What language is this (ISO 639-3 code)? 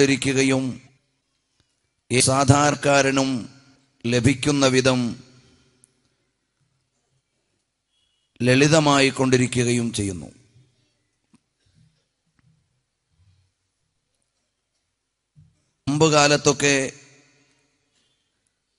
mal